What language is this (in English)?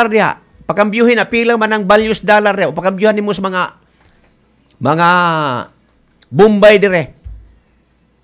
Cebuano